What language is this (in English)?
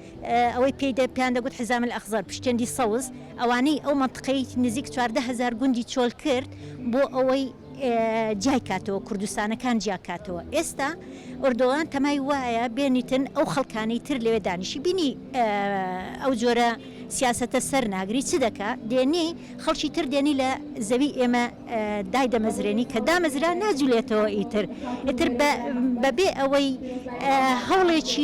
Central Kurdish